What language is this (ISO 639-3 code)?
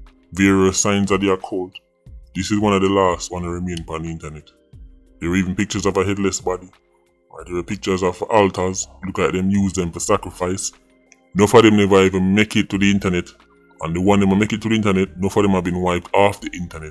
jam